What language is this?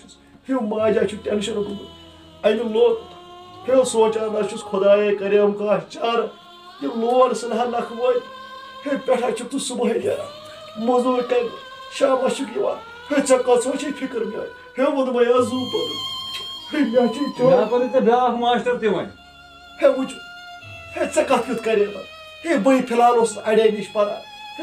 Kashmiri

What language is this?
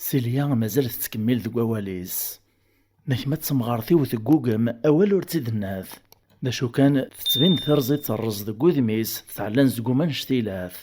Kabyle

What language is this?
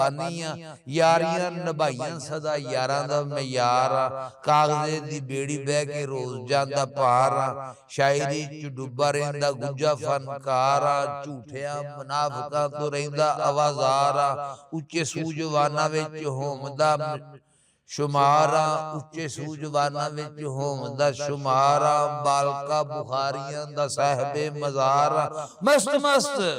Western Panjabi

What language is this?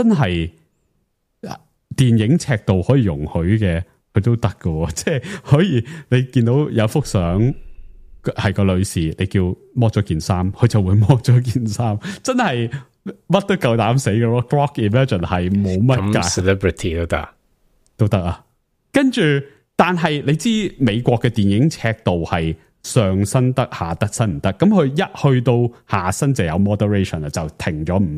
Cantonese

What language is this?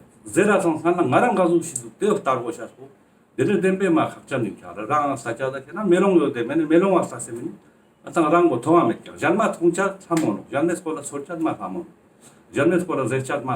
Ladakhi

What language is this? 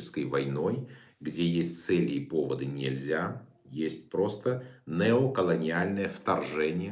Russian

